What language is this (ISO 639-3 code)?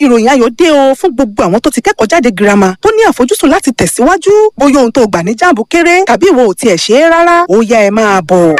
yor